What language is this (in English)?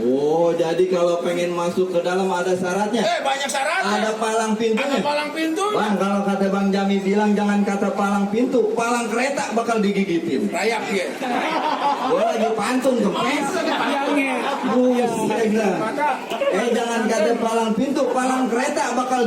Betawi